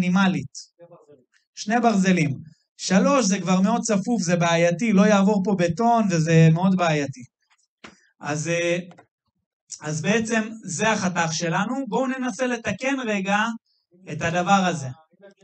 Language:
Hebrew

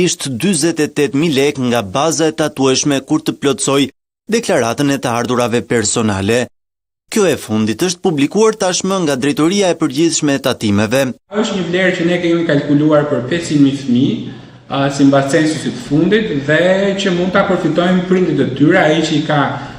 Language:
Albanian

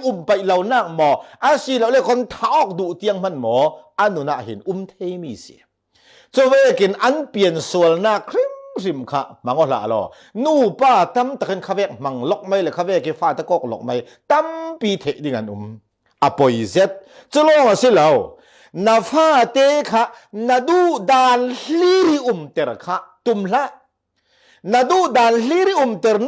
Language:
Falam Chin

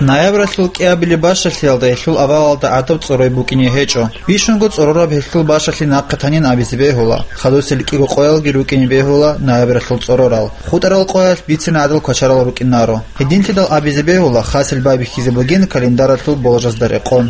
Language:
Avaric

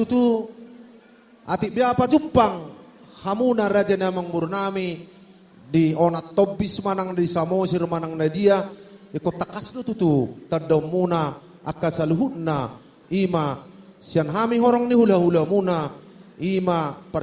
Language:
Batak Toba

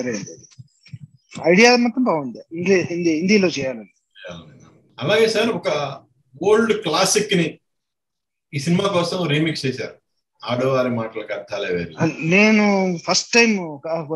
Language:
Telugu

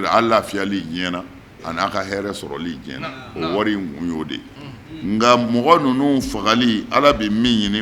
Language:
Bambara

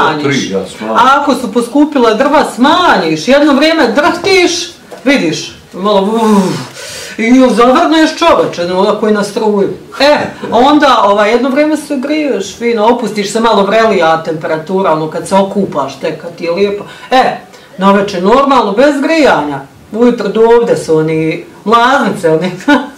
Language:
Bosnian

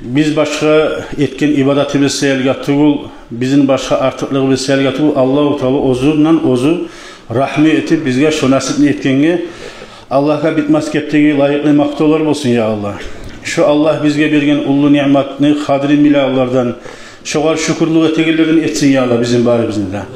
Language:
Kumyk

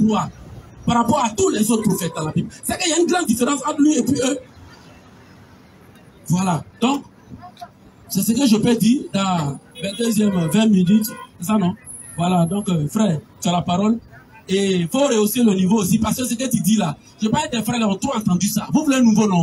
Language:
French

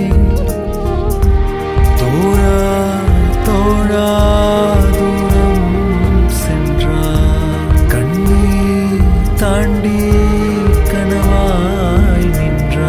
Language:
Tamil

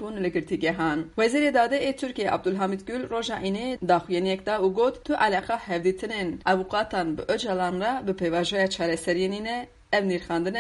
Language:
Kurdish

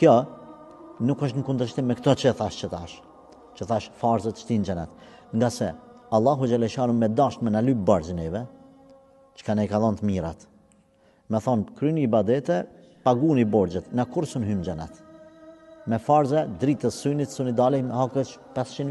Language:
Albanian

